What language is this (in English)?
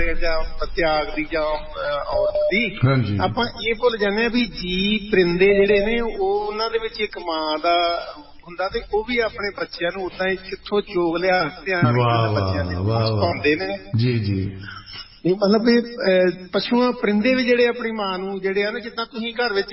Punjabi